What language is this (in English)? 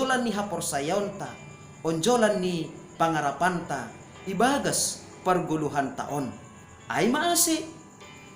Batak Simalungun